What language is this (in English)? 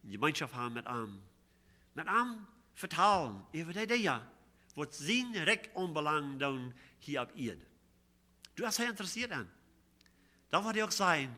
Plautdietsch